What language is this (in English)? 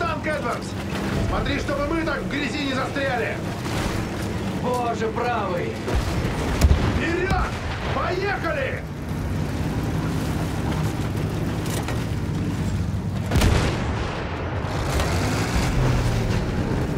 Russian